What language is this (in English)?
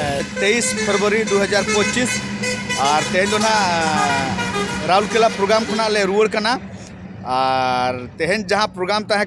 Santali